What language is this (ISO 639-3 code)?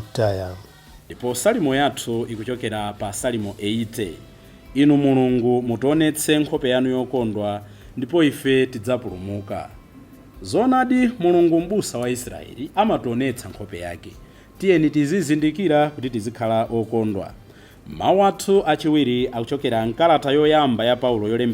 nya